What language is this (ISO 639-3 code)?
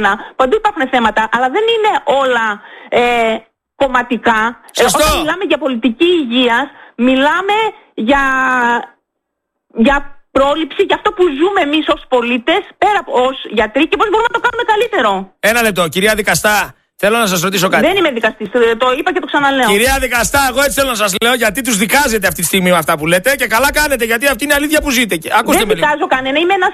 ell